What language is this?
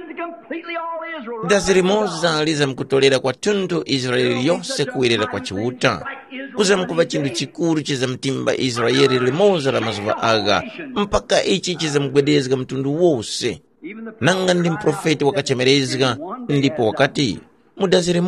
Tumbuka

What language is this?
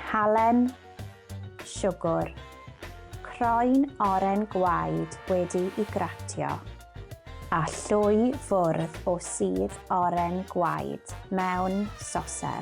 Welsh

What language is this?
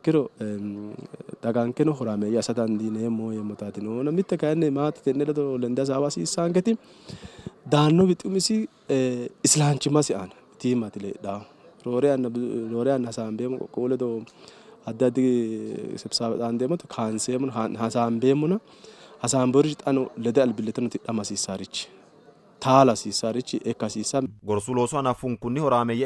Sidamo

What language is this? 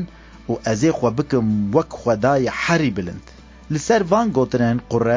Kurdish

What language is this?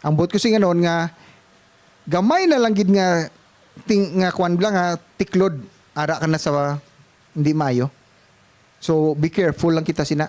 Hiligaynon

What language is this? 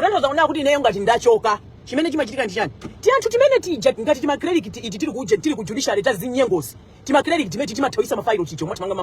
Nyanja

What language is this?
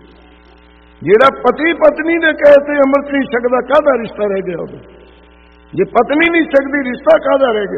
Punjabi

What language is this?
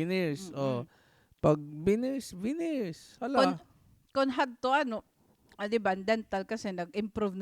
Waray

